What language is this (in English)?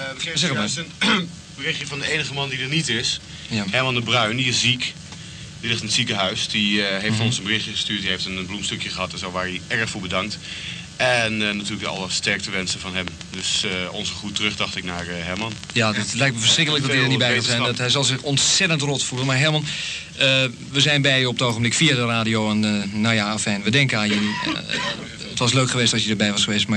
Dutch